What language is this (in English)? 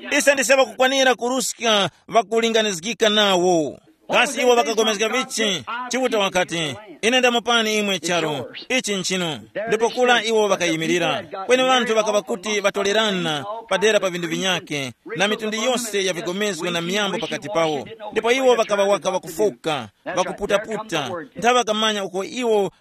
Tumbuka